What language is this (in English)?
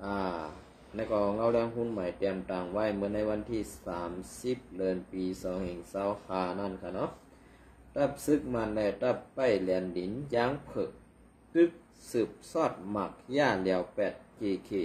Shan